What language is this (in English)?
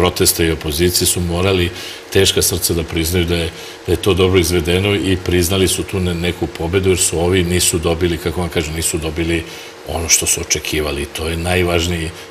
Serbian